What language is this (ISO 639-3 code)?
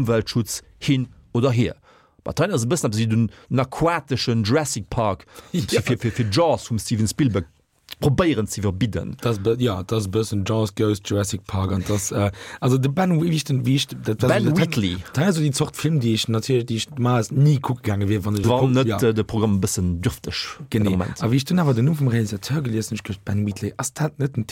ltz